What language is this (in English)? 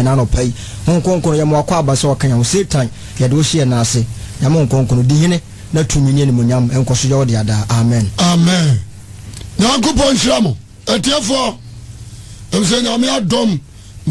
Akan